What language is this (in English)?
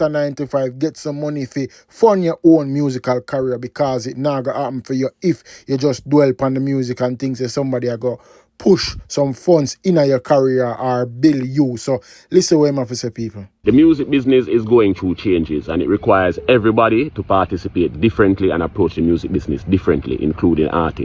Jamaican Creole English